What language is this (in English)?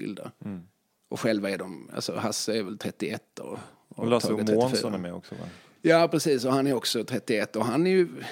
Swedish